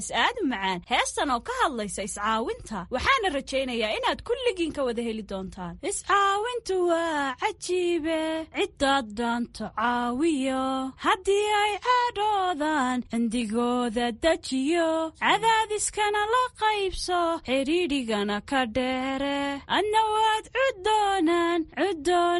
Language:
Somali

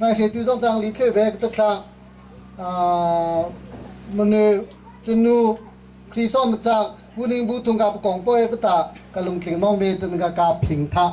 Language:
Hakha Chin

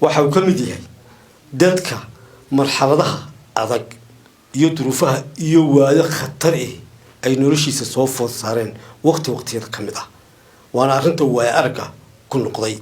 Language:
Somali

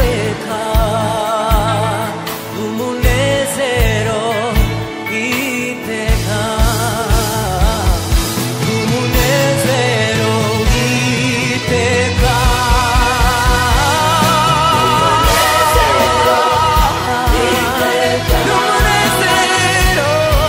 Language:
Kinyarwanda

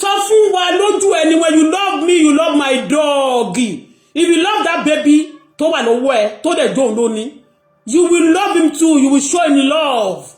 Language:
Yoruba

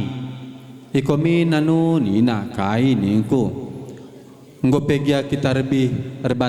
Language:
Batak Karo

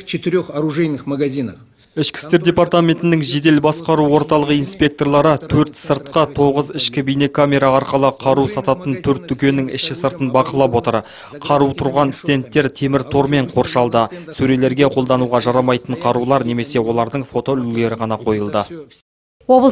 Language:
Kazakh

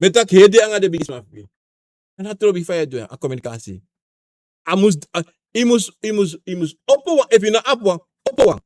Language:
Sranan Tongo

